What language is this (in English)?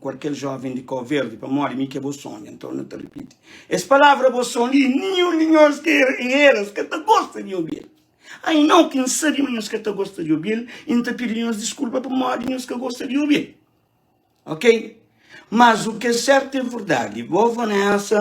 Kabuverdianu